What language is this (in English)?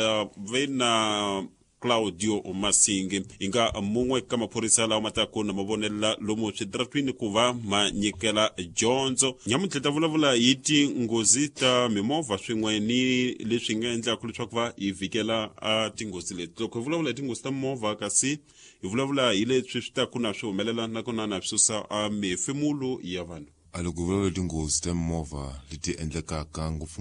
Tsonga